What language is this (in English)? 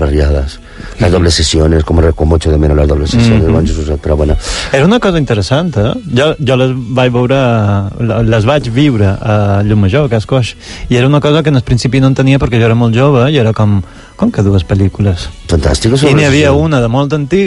Catalan